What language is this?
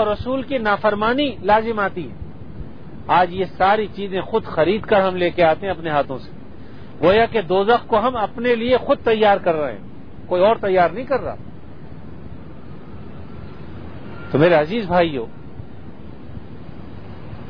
Urdu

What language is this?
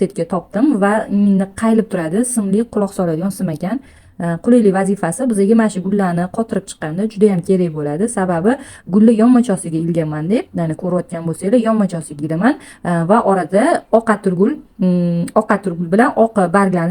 Uzbek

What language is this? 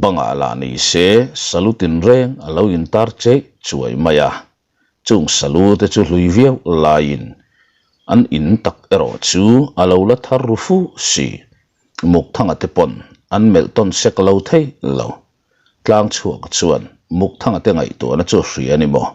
Mizo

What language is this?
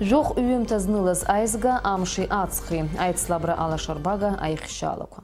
Abkhazian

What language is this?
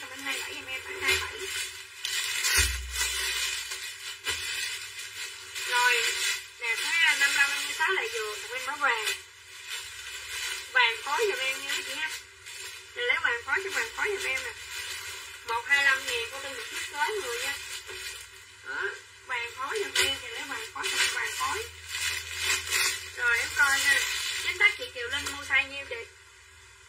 Vietnamese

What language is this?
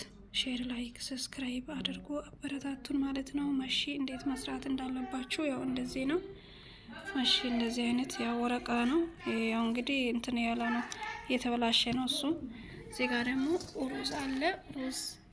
Amharic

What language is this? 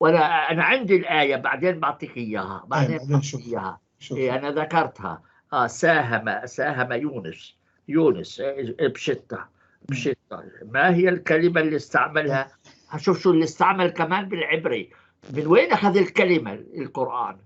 North Levantine Arabic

